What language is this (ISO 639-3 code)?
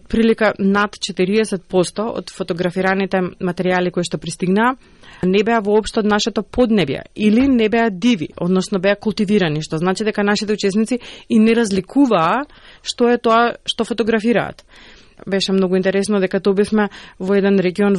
mkd